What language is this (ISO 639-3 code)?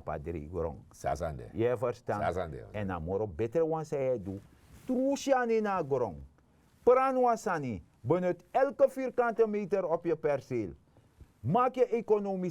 srn